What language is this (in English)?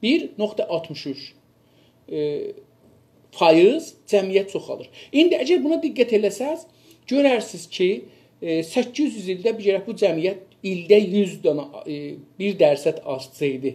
South Azerbaijani